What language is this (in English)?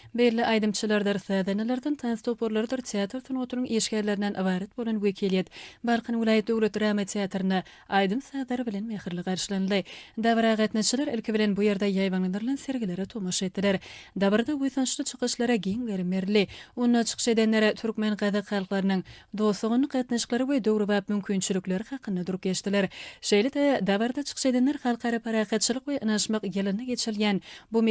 Turkmen